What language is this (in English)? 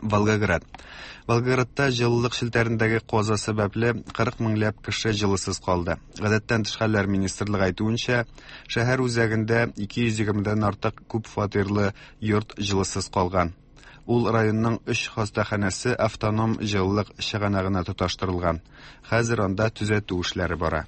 Tatar